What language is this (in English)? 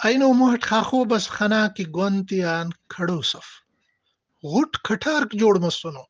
Brahui